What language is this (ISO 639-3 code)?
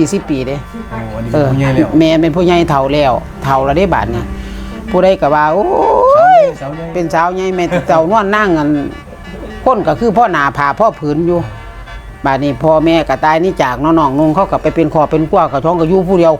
tts